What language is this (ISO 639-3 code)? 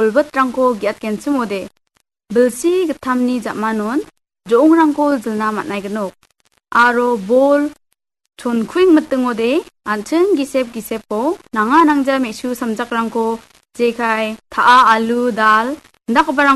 grt